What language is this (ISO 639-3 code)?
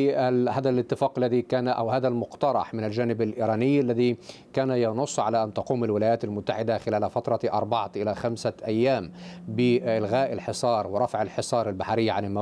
ara